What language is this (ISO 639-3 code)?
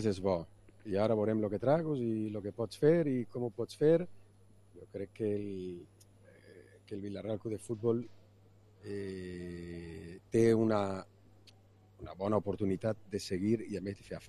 cat